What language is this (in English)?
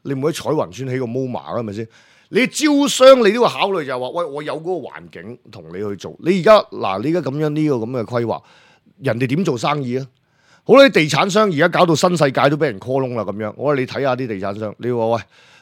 Cantonese